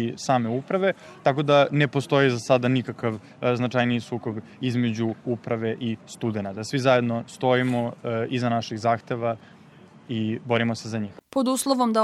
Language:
Serbian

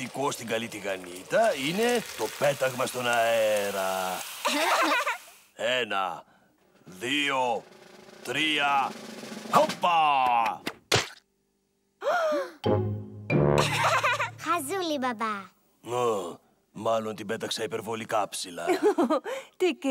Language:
Greek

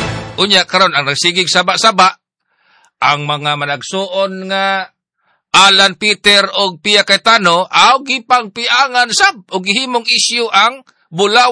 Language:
Cebuano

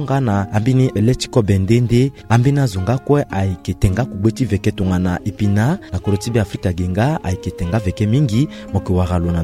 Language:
Sango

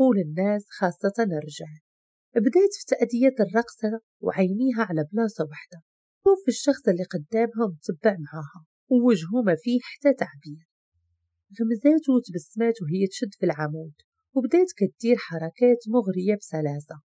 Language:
Moroccan Arabic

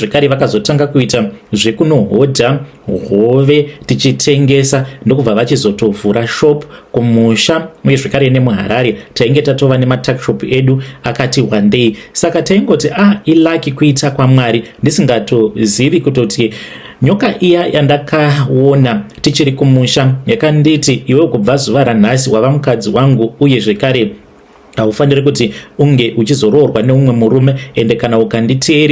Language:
Shona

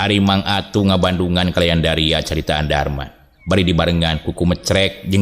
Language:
Sundanese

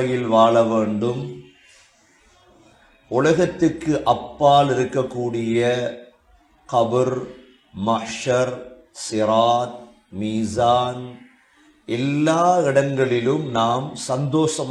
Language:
Tamil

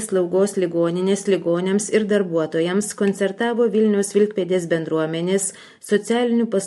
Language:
Lithuanian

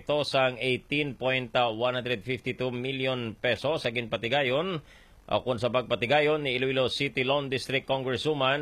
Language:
Hiligaynon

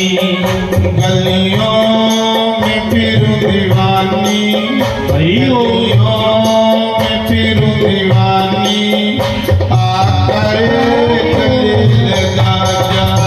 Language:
Dogri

